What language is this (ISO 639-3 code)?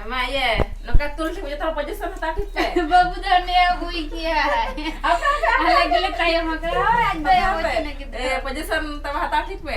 sat